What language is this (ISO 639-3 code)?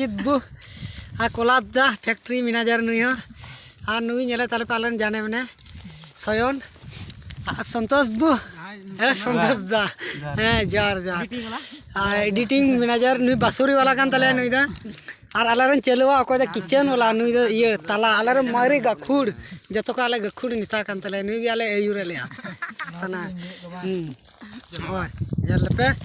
sat